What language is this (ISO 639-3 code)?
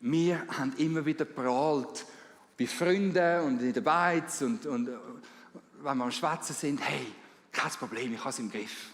gsw